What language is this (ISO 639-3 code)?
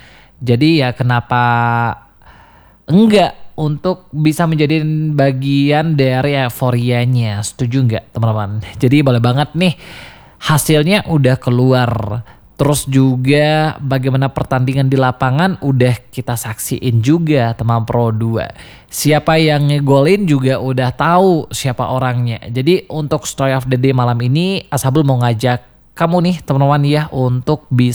ind